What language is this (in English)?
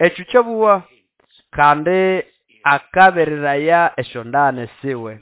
Nande